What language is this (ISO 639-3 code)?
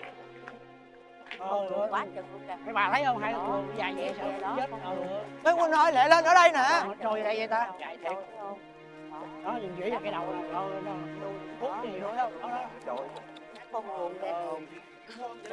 vie